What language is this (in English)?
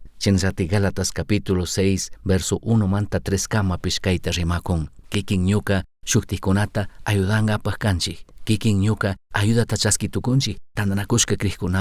Chimborazo Highland Quichua